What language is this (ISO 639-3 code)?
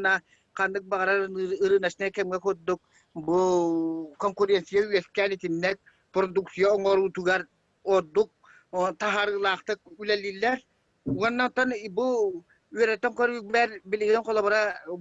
sah